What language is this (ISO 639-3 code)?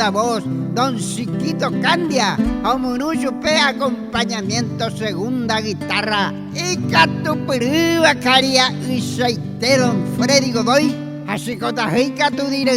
grn